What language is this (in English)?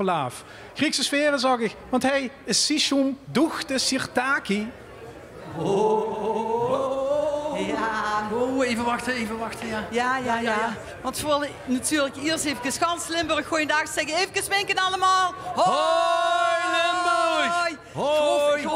Limburgish